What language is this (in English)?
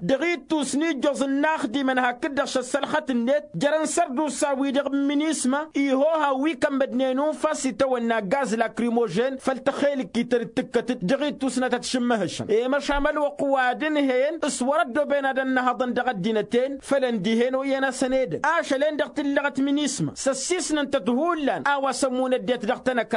Tamasheq